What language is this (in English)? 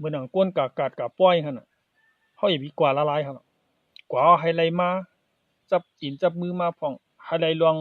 Shan